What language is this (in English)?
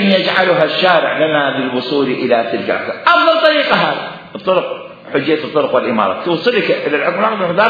Mesopotamian Arabic